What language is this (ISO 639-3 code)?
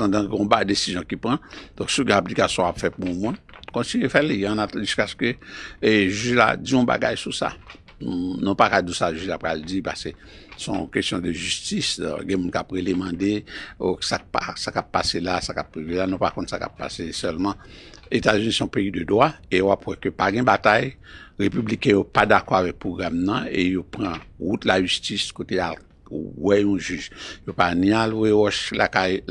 hat